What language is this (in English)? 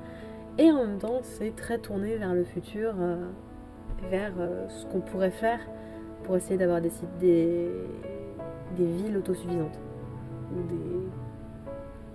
French